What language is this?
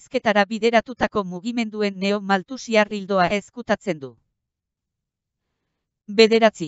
Basque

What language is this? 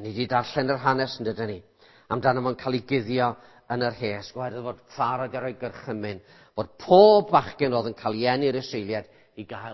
Welsh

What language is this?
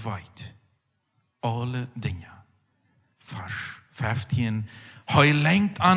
Plautdietsch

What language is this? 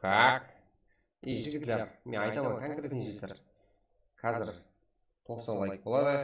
Kara-Kalpak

